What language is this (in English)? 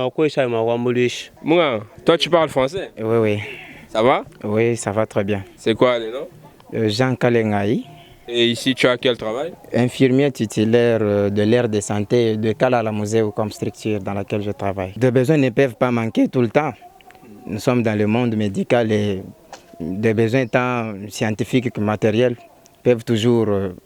Luba-Lulua